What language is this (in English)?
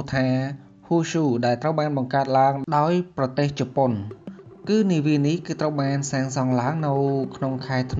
Khmer